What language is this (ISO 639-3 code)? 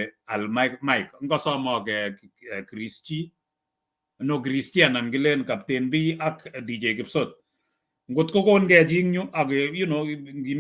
kln